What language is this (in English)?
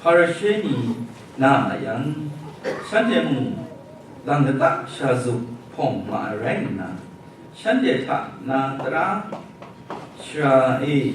Kachin